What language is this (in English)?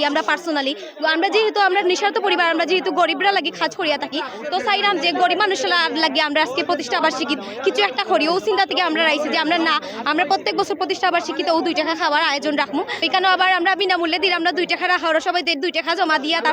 Sylheti